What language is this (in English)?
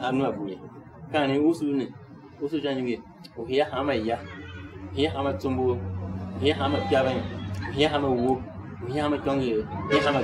Tiv